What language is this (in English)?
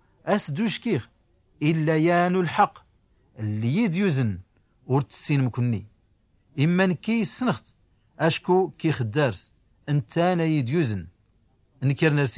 Tachelhit